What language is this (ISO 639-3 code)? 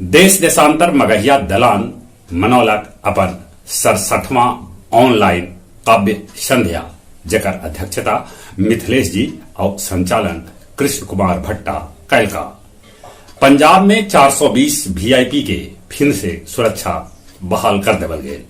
mag